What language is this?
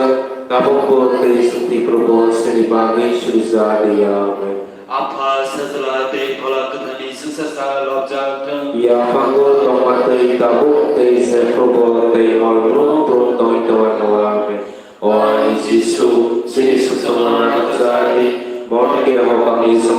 Kok Borok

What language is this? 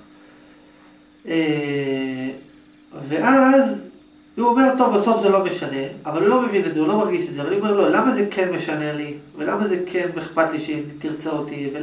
Hebrew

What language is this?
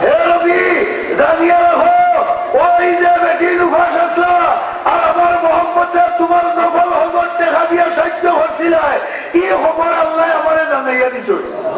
Sylheti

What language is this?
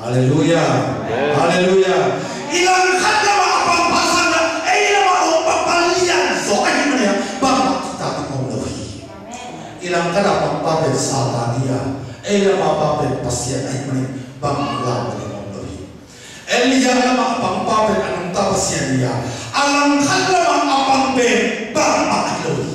Tedim Chin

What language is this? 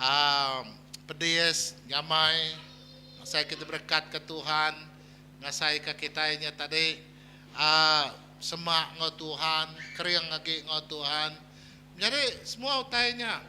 Iban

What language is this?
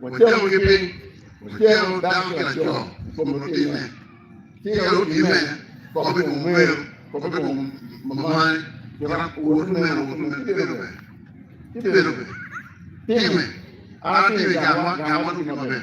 Acoli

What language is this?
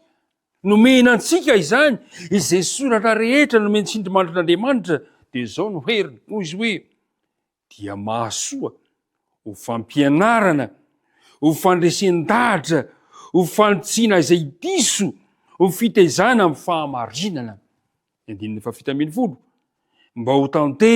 Malagasy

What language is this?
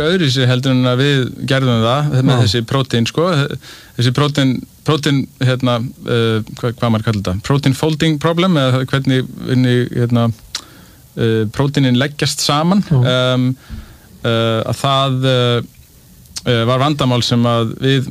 Icelandic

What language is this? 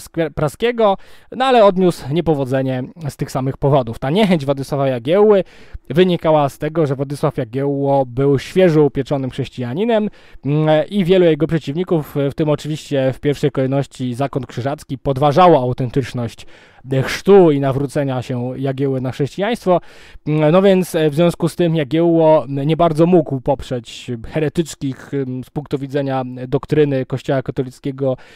Polish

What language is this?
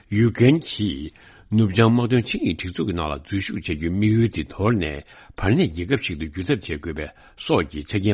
Tibetan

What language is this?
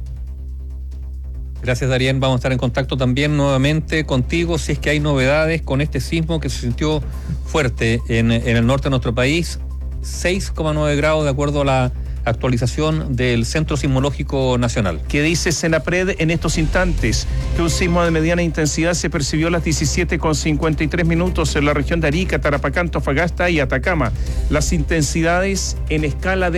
Spanish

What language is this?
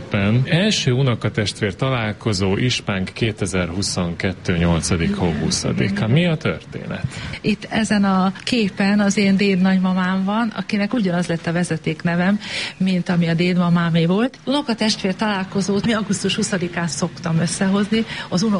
Hungarian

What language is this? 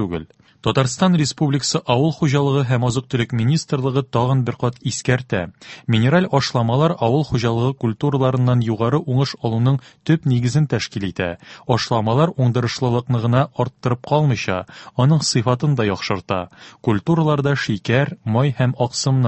Tatar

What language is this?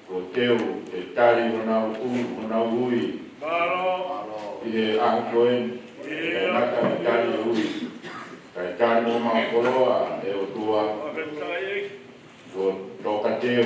Tongan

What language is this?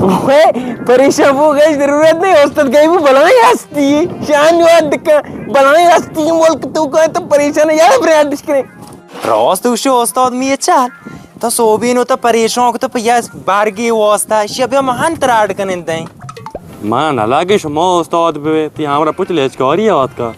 Baluchi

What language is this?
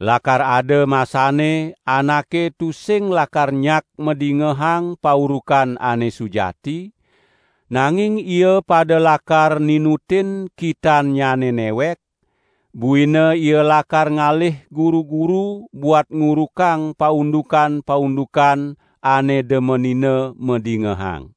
Balinese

